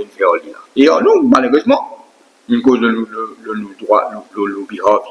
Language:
Morisyen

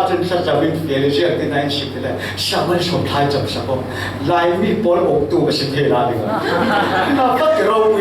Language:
Falam Chin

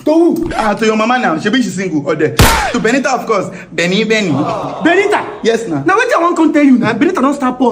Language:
Nigerian Pidgin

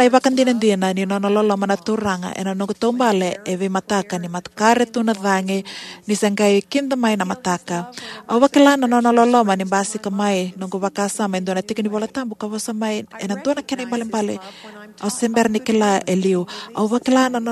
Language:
Fijian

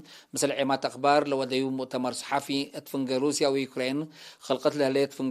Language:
Tigre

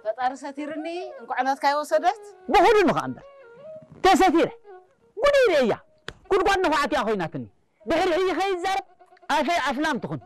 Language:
Tigrinya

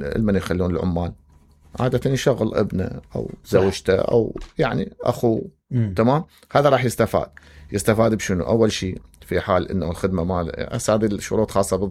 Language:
Mesopotamian Arabic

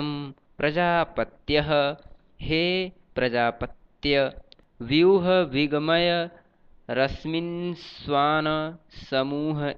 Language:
Sanskrit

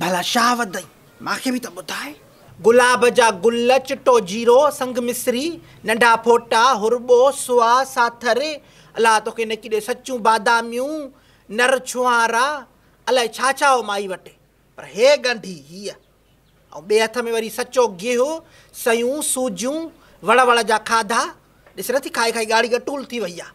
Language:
Sindhi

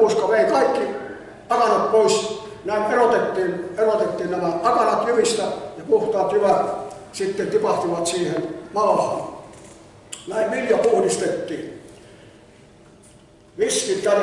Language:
Finnish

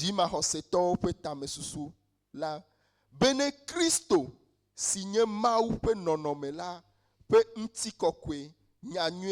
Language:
Ewe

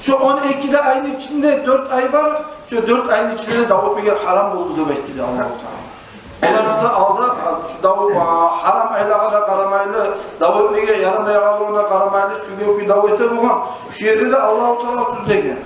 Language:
Kumyk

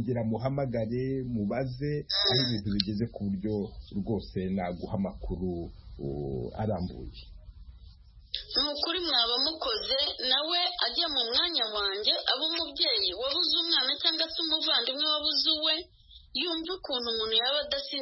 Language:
Kinyarwanda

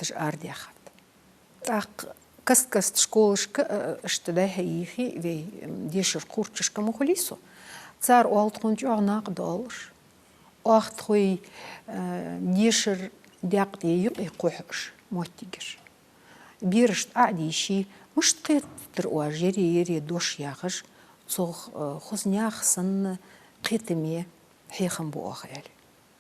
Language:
Ingush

